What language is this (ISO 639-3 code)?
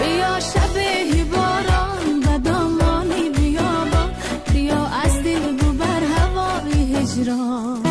tgk